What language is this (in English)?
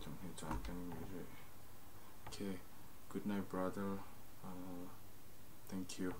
Hakha Chin